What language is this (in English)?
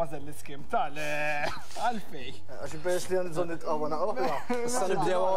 Maltese